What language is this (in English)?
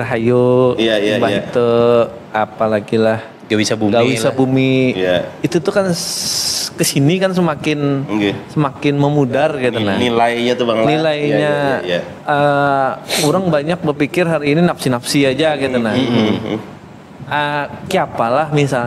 Banjar